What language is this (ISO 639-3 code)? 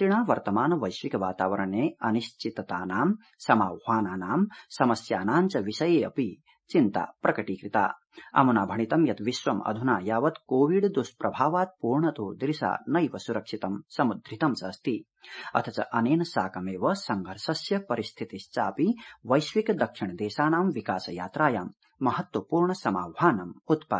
san